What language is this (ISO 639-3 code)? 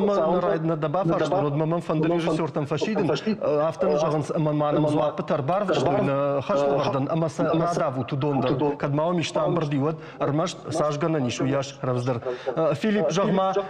oss